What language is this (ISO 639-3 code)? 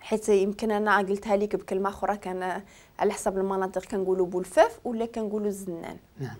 ary